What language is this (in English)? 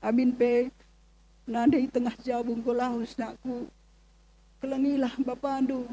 Batak Karo